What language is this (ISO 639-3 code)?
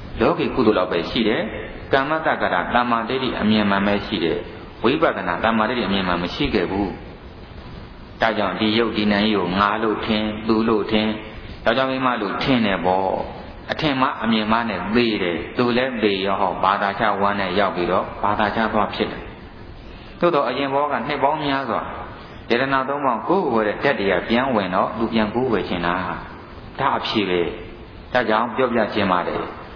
mya